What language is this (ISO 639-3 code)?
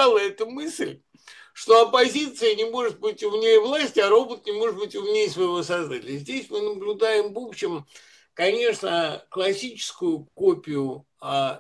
rus